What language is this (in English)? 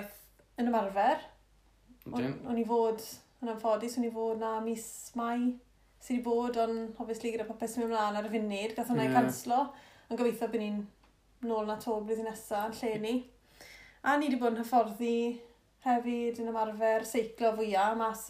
Welsh